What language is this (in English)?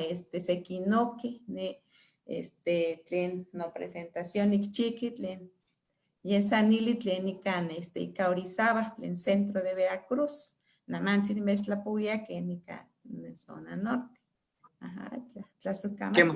Eastern Huasteca Nahuatl